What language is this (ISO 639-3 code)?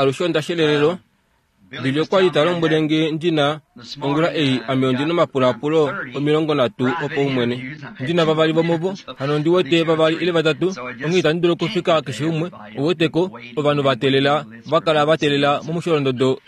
kua